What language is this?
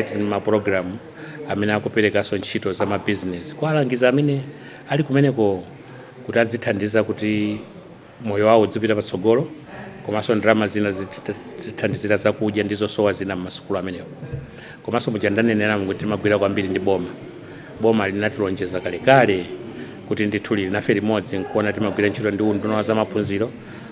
Nyanja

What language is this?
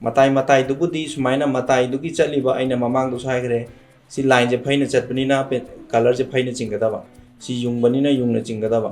Manipuri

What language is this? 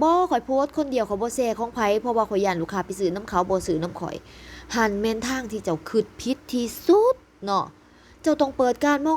Lao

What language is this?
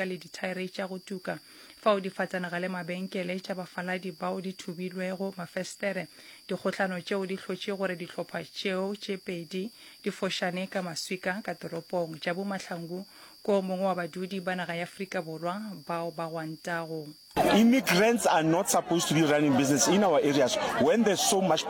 Northern Sotho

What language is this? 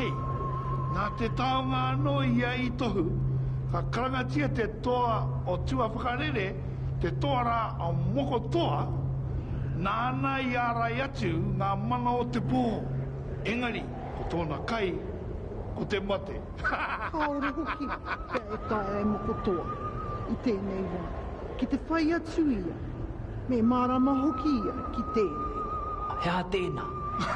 Māori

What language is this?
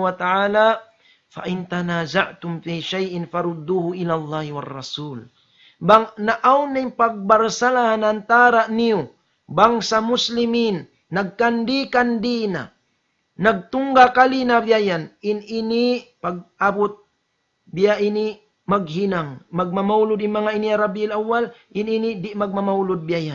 Tausug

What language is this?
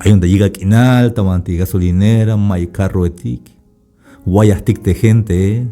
Tzeltal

